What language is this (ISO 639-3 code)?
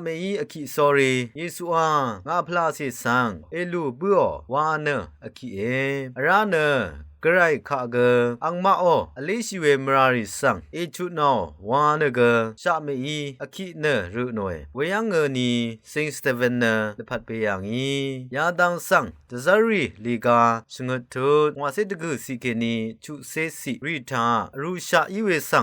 raw